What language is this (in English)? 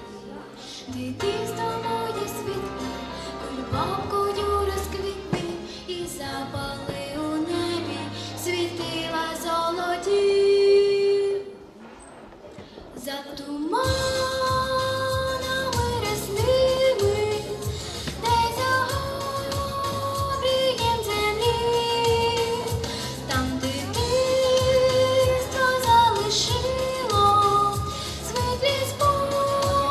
Ukrainian